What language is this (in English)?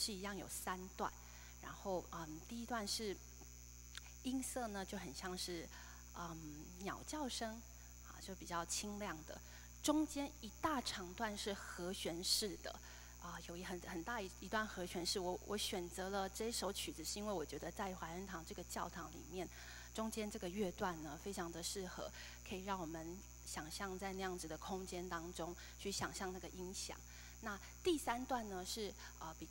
Chinese